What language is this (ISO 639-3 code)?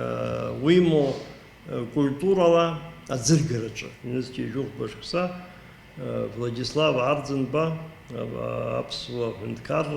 abk